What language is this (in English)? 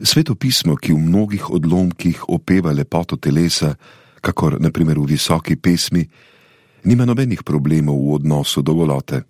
Slovenian